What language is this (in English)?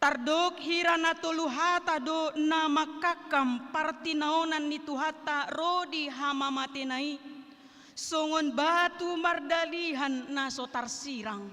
Batak Toba